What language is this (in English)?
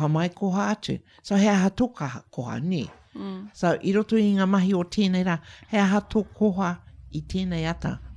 Māori